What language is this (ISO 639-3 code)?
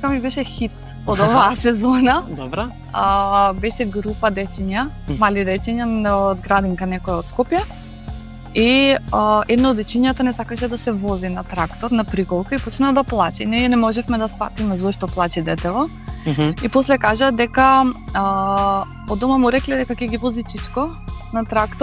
mkd